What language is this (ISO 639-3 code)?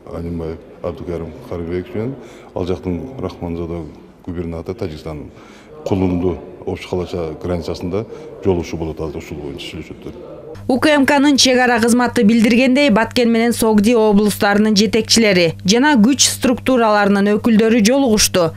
kir